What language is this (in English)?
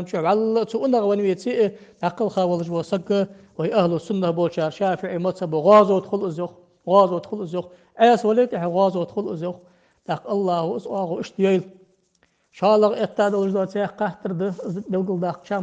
Ingush